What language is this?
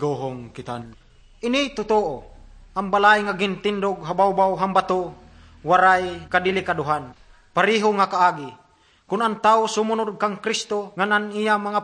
Waray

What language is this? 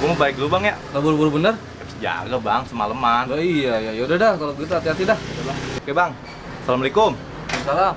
Betawi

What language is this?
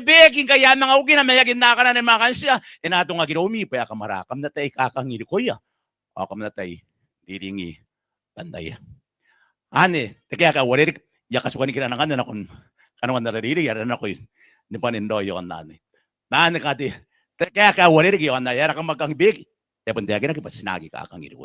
Gilbertese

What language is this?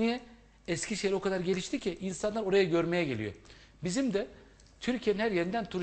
Turkish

